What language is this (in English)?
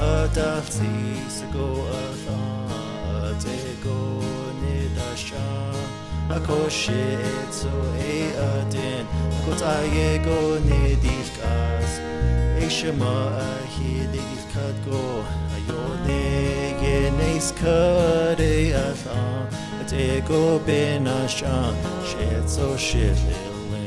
Navajo